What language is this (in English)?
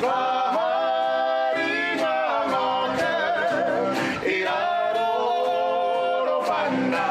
Māori